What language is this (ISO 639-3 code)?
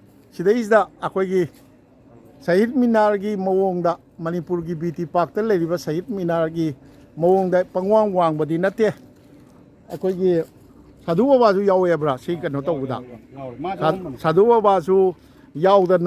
mni